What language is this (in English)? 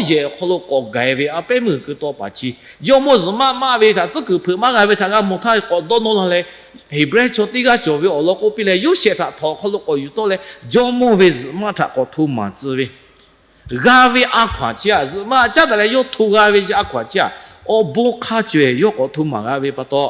Lahu